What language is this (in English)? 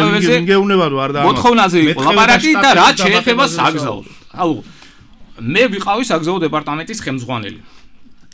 Georgian